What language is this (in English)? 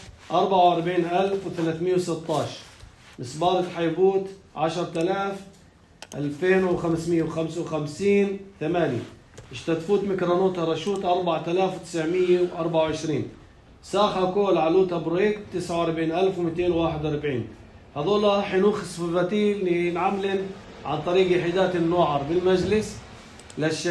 North Levantine Arabic